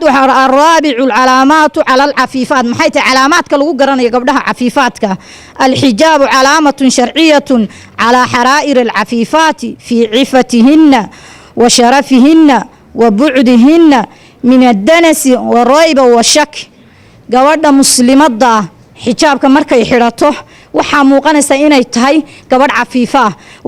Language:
Somali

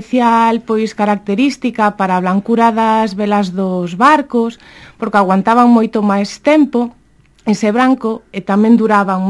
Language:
Galician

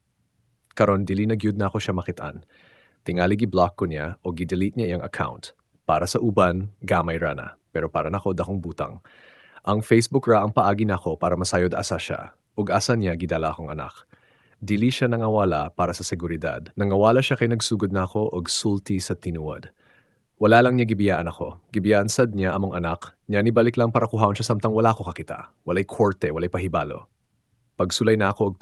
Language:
Cebuano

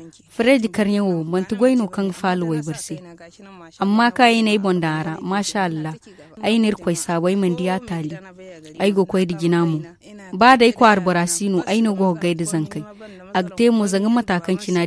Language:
Zarma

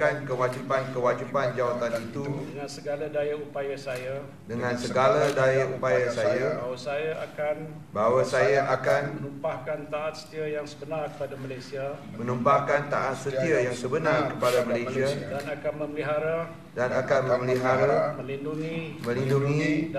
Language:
Malay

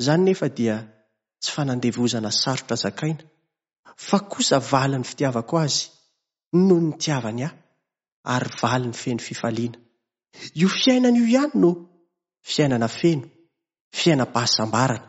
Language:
Malagasy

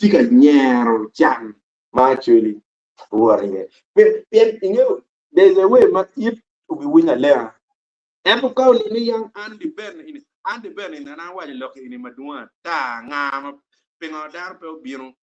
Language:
Acoli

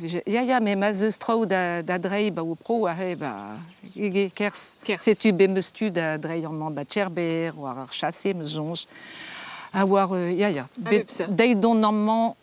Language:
Breton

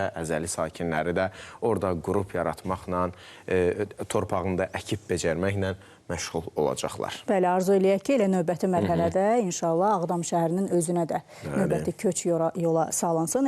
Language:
Azerbaijani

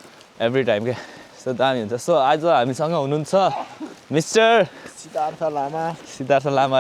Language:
Nepali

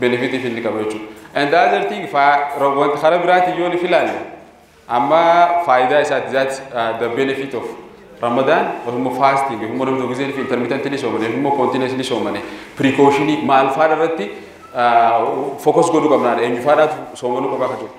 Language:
Oromo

